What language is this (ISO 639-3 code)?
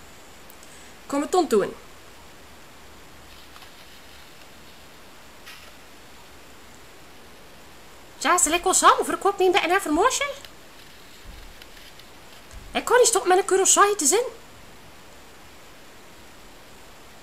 nld